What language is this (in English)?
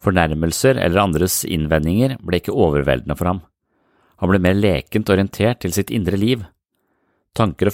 Norwegian